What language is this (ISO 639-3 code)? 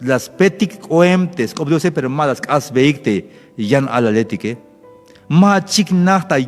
tzh